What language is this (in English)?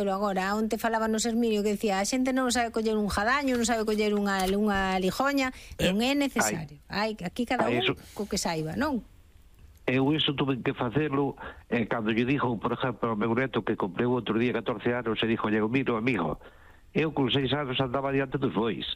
Galician